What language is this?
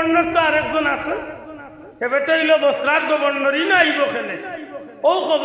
Sylheti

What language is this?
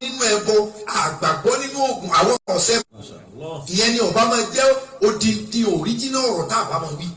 Yoruba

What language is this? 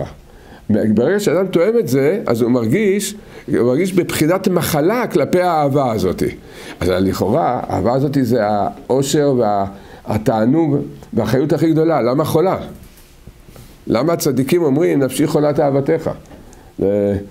Hebrew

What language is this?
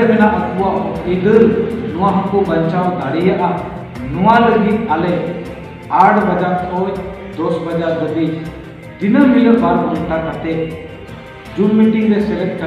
Santali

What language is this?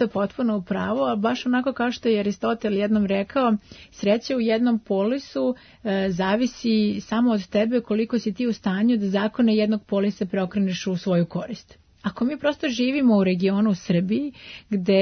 Serbian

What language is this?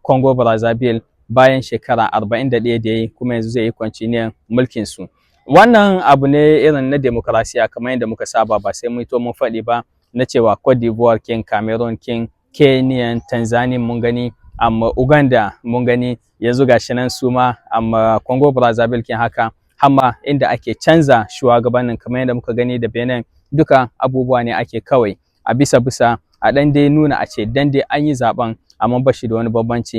Hausa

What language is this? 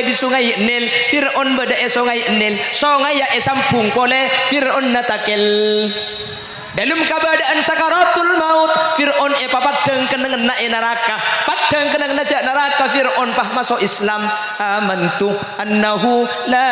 Madurese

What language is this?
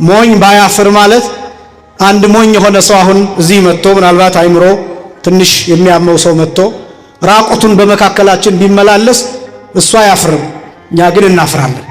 Amharic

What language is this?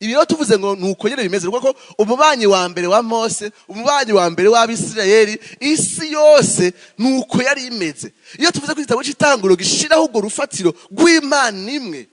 Rundi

